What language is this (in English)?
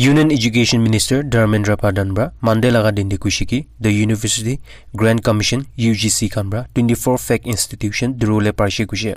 Naga Pidgin